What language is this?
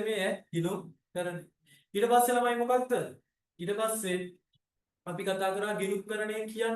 Sinhala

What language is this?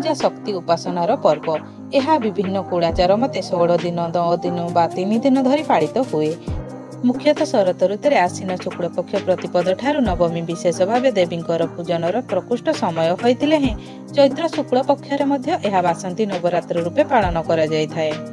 Odia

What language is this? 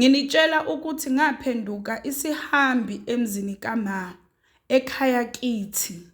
Zulu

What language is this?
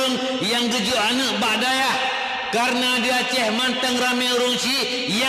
Achinese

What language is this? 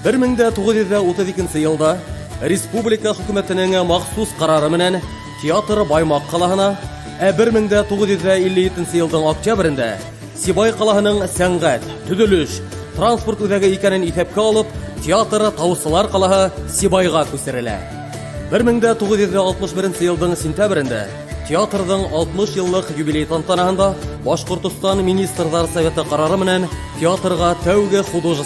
Bashkir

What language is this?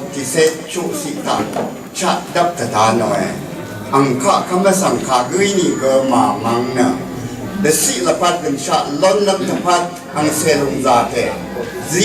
Rawang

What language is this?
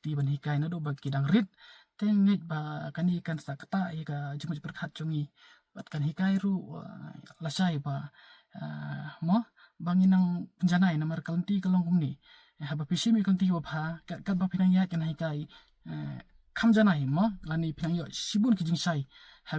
Khasi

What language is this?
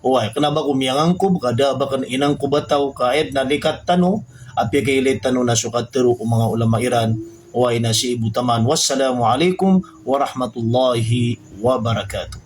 Maranao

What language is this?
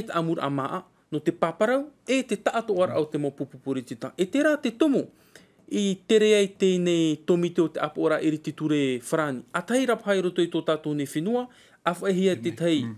Tahitian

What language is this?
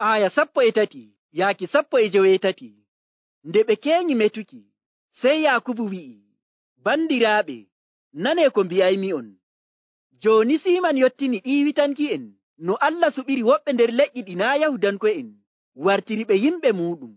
Nigerian Fulfulde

